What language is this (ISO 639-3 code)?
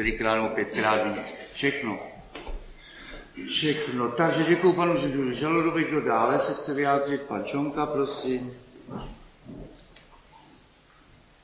ces